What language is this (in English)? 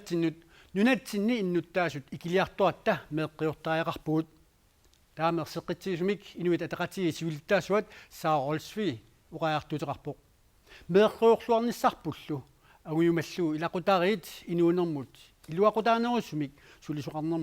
Kalaallisut